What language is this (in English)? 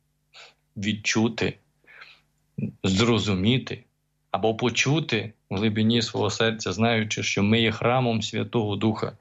Ukrainian